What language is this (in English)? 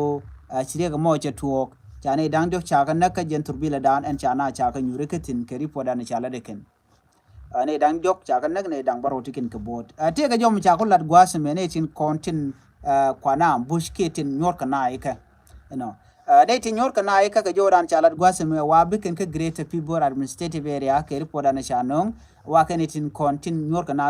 Nuer